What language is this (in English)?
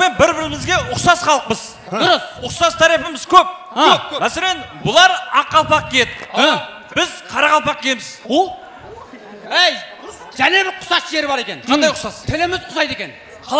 Kara-Kalpak